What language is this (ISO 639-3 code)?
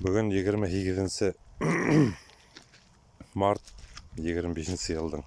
bak